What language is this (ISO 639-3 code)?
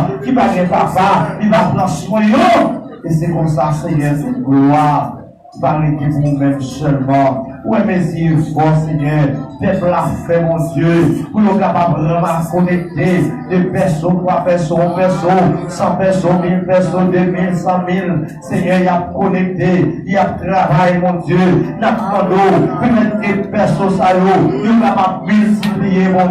hat